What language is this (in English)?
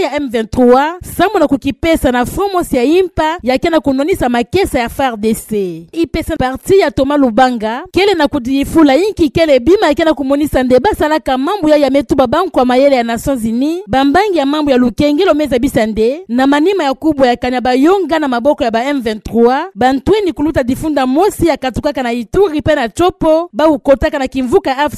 Kituba (Democratic Republic of Congo)